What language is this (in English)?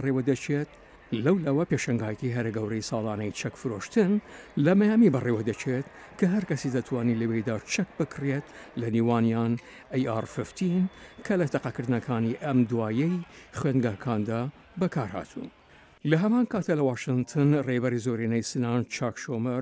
Central Kurdish